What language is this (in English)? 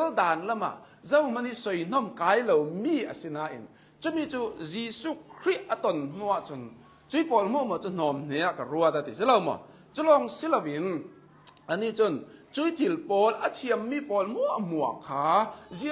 Hakha Chin